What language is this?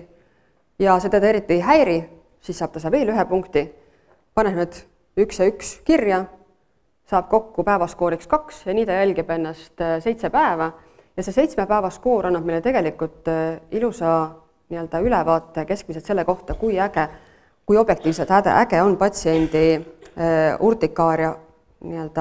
Estonian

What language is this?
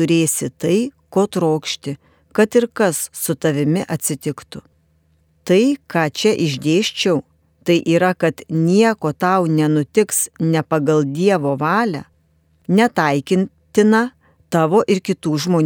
Lithuanian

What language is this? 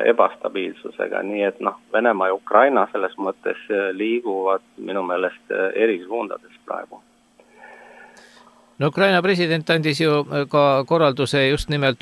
Estonian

